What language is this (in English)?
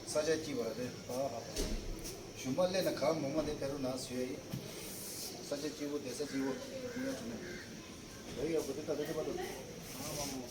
Tibetan